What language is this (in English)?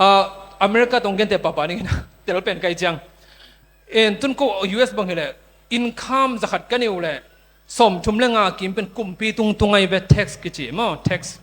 Tedim Chin